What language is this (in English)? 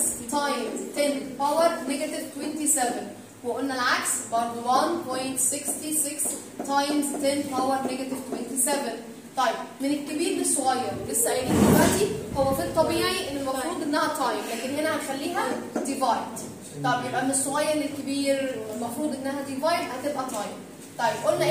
Egyptian Arabic